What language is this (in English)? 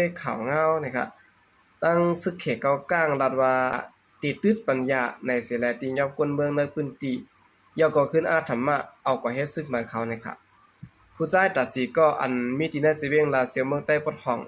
Shan